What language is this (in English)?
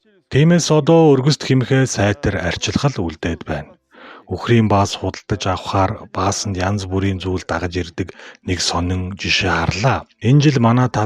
Mongolian